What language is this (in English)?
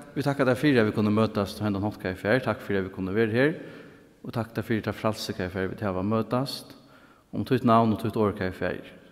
Faroese